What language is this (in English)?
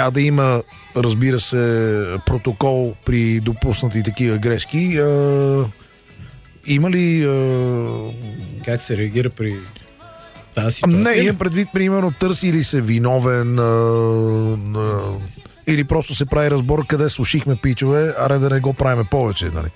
Bulgarian